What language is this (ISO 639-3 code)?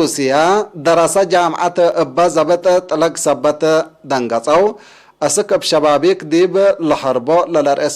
tig